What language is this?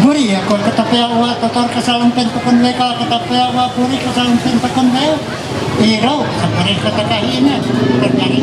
Ma'anyan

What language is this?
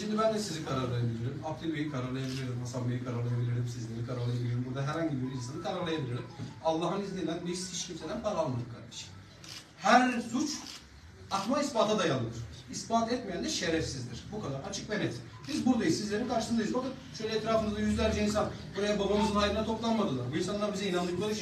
Turkish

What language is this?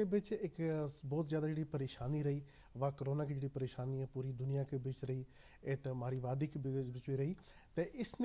Gujari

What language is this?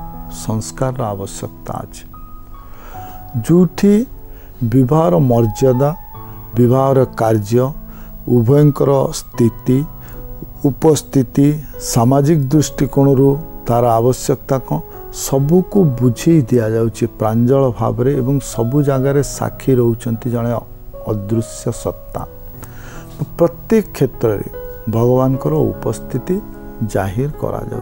Odia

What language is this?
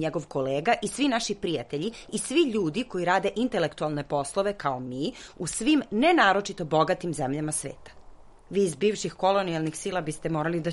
Serbian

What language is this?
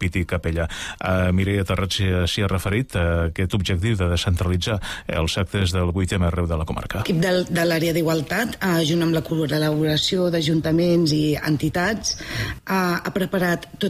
Catalan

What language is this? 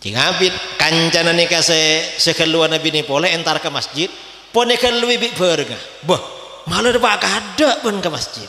Madurese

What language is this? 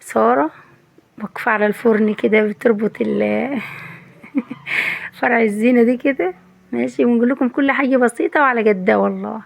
Egyptian Arabic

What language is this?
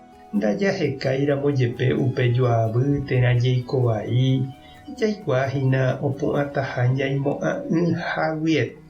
Guarani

